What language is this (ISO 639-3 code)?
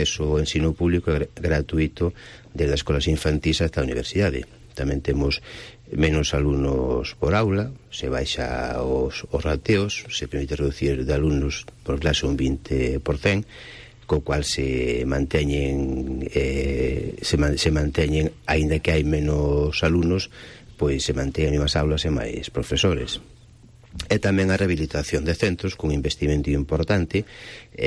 glg